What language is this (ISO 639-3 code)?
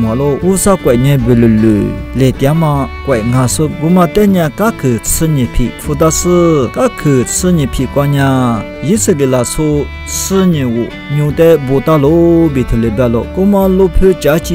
lis